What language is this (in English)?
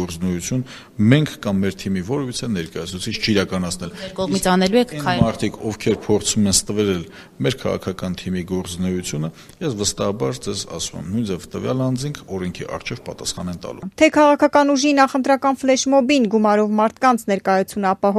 Armenian